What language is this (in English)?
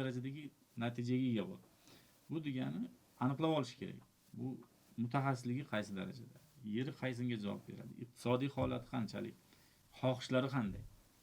Uzbek